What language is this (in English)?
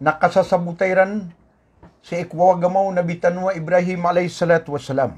Maranao